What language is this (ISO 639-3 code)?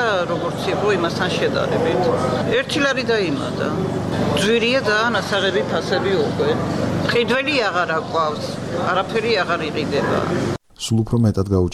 kat